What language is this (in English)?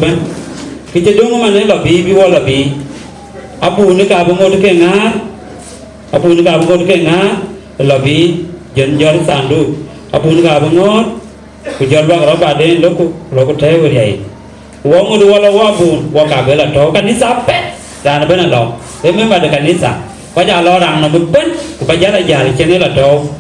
Dinka